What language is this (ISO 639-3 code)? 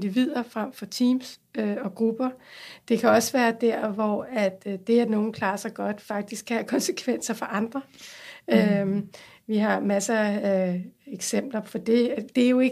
dan